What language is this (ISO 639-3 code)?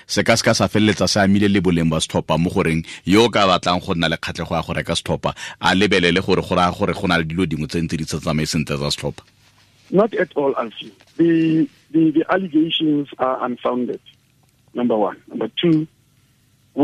tsn